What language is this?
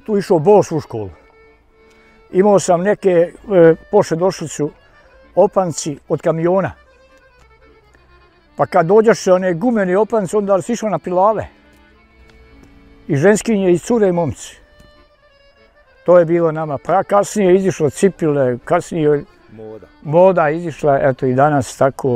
Bosnian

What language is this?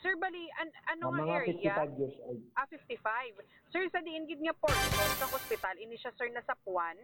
Hiligaynon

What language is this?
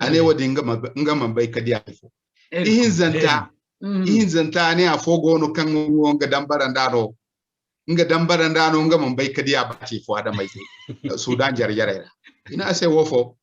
Zarma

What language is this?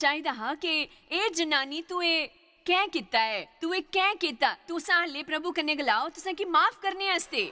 Dogri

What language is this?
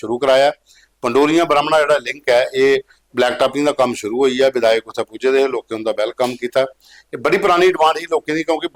Dogri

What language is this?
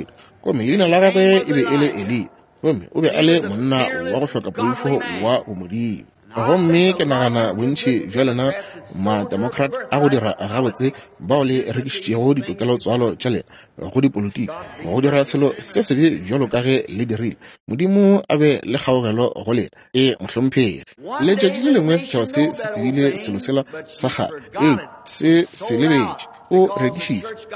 Northern Sotho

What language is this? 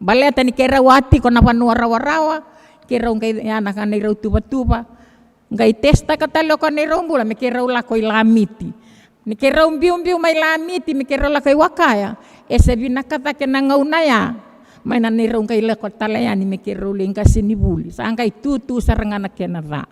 Fijian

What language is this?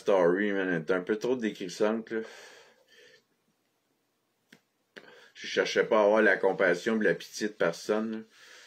French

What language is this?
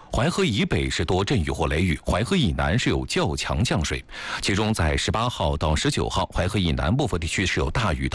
Chinese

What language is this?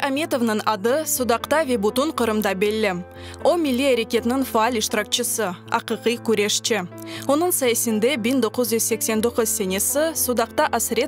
Crimean Tatar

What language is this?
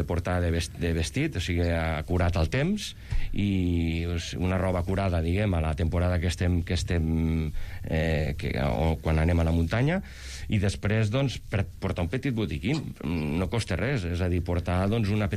Catalan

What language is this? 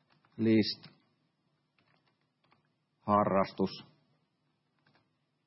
Finnish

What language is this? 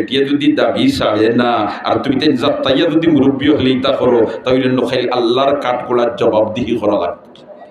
Sylheti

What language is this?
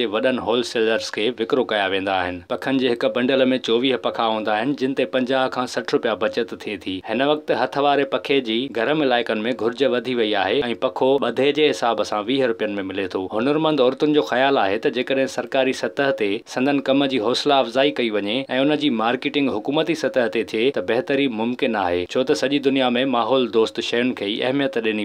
Sindhi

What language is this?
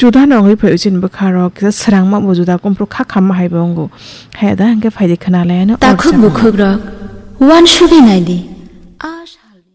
Kok Borok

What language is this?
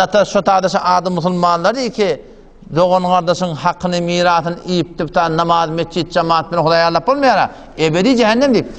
Turkmen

